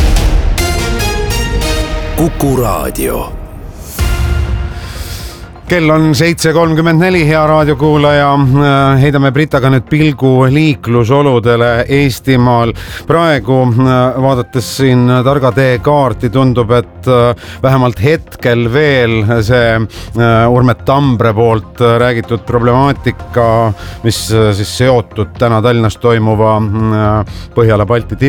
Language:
Estonian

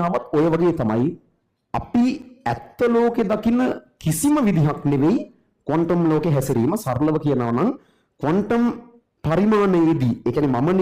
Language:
Sinhala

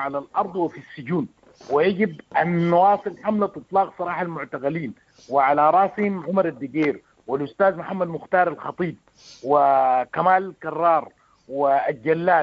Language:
Sudanese Arabic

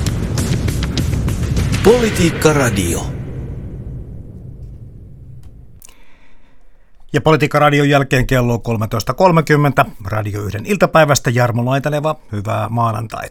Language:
Finnish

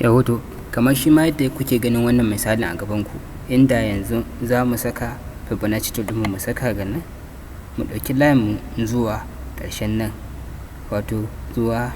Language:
Hausa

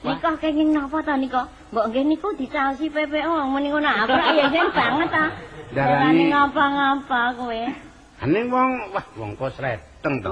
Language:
Javanese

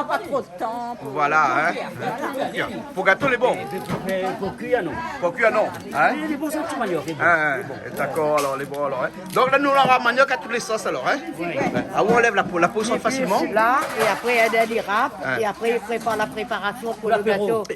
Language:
Réunion Creole French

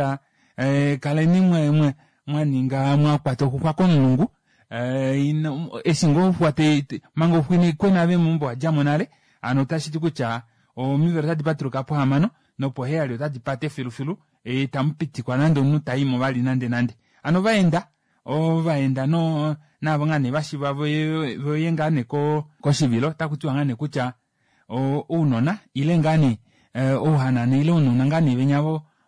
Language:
Kuanyama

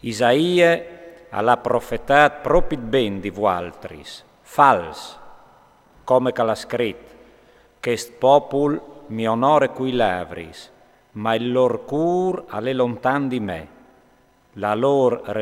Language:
Friulian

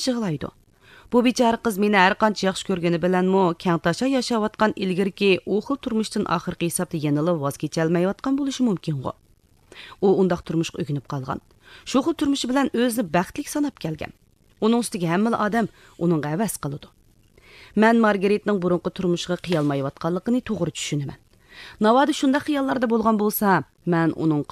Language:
Uyghur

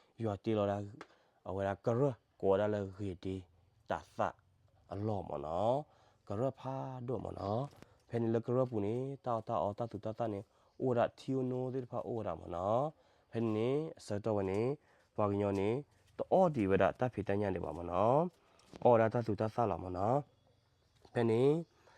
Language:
S'gaw Karen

